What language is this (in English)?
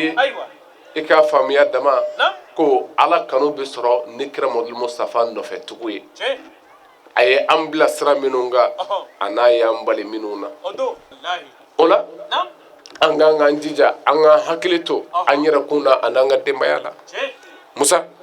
Bambara